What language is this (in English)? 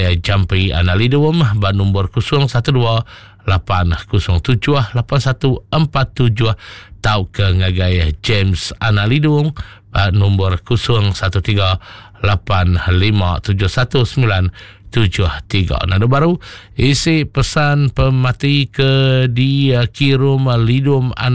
Iban